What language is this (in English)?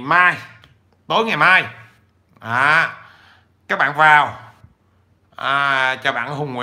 Vietnamese